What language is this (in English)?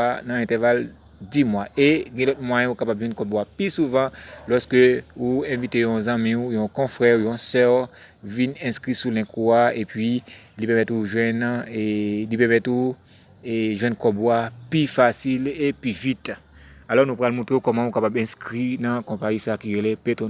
Haitian Creole